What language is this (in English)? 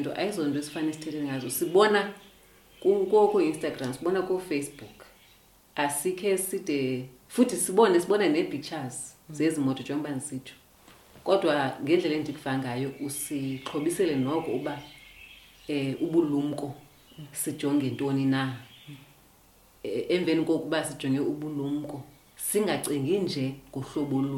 Xhosa